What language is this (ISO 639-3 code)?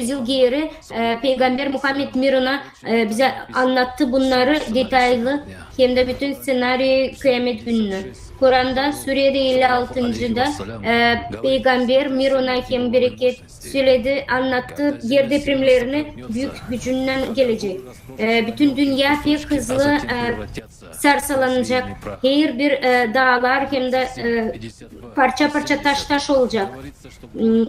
gag